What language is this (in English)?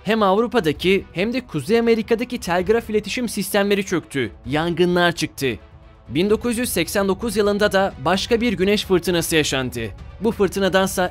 Turkish